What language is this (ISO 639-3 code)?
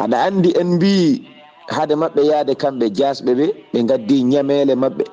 ful